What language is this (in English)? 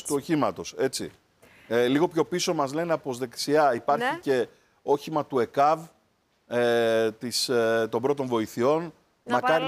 Greek